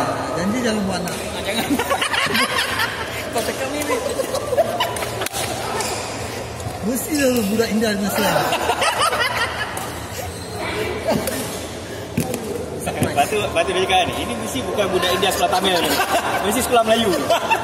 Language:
Malay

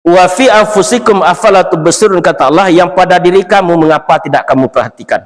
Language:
Minangkabau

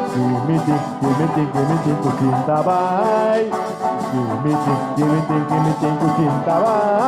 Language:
Papiamento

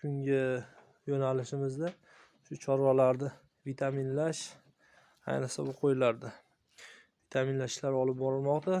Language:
Uzbek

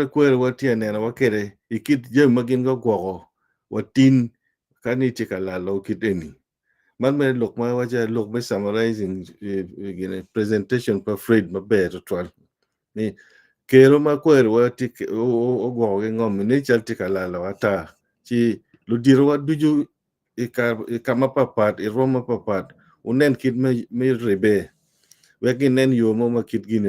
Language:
Acoli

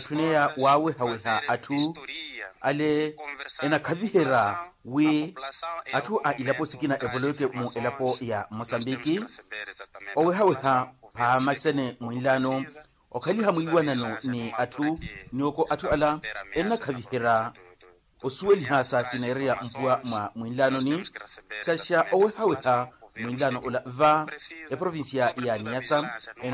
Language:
Makhuwa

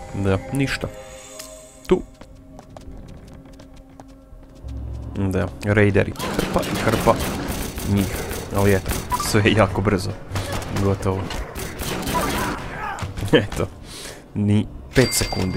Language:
Croatian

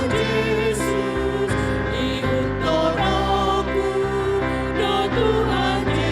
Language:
Batak Toba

